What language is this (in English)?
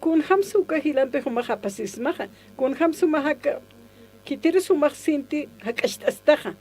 Aymara